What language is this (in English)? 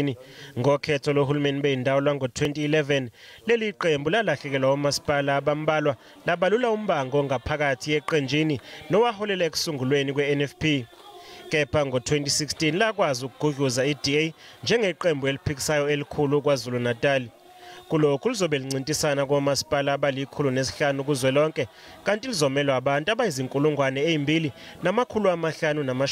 Zulu